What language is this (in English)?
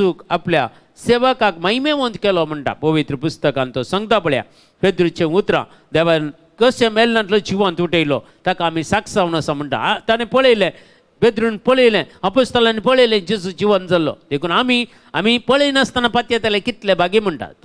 Konkani